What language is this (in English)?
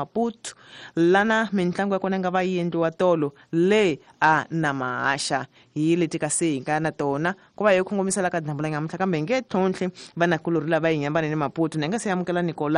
Tsonga